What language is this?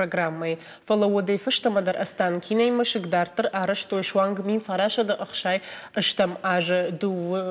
Ossetic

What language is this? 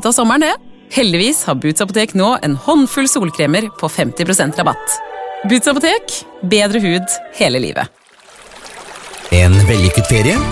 Norwegian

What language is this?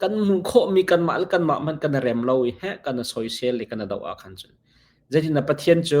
Hakha Chin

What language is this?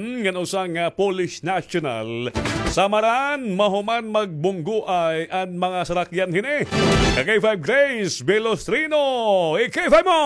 Waray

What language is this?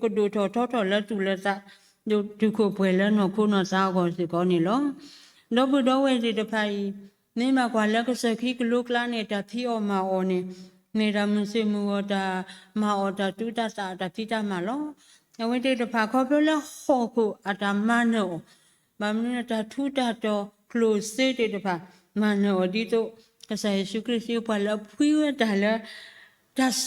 S'gaw Karen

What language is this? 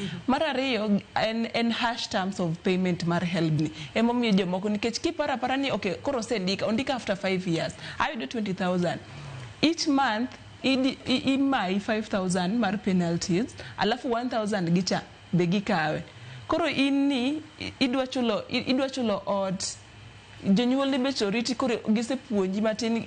Luo (Kenya and Tanzania)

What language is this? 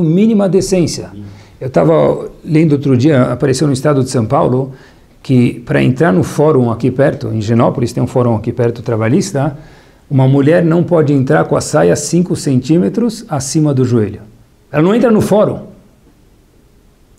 Portuguese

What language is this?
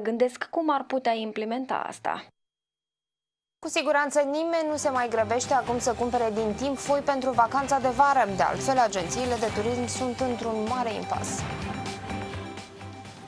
Romanian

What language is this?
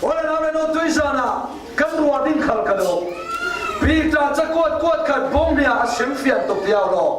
Falam Chin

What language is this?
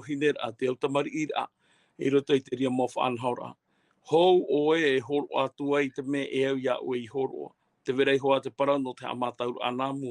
Tahitian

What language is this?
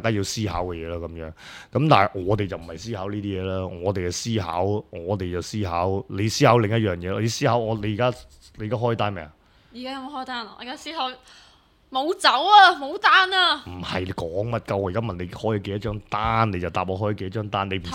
Cantonese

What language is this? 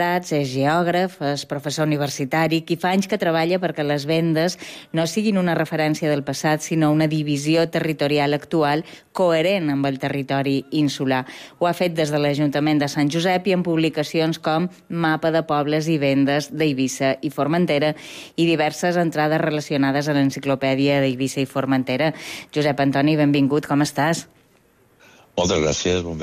Catalan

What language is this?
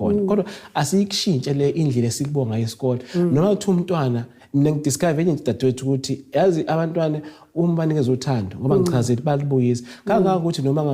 Zulu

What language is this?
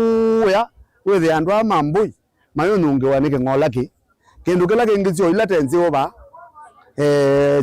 Kamba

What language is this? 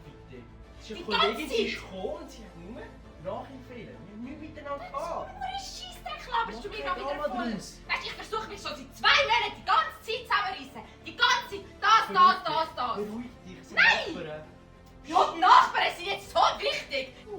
Swiss German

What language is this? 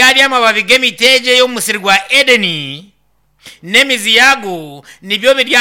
Nyankole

